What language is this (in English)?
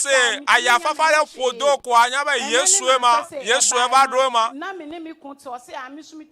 Ewe